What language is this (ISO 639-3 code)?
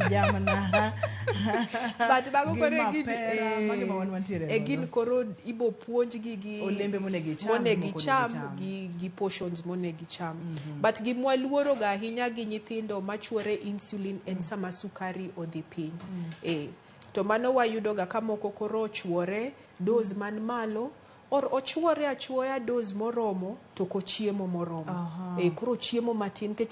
luo